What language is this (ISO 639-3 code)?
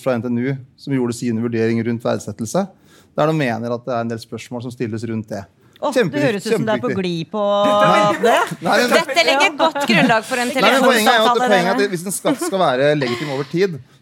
nor